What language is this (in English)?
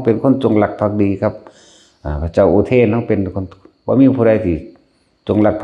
Northeastern Thai